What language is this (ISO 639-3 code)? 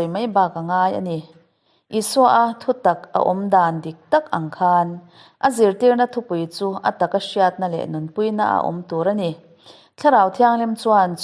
lus